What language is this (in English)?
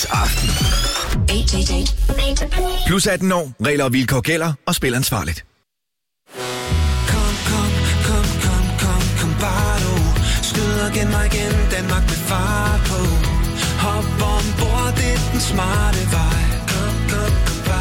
Danish